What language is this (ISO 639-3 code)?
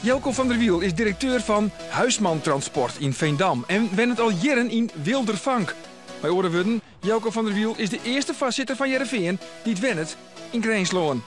fry